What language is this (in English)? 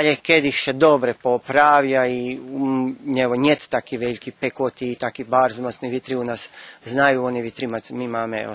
Rusyn